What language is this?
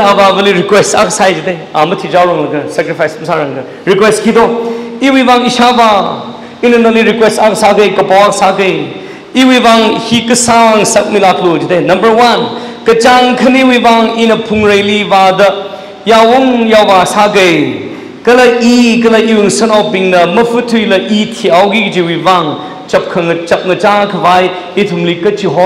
Tangkhul Naga (India)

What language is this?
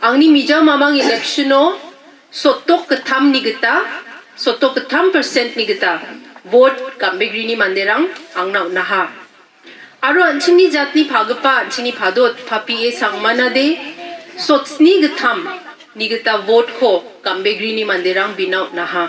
Garo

